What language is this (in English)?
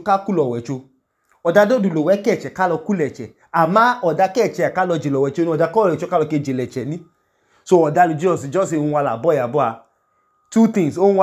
Idoma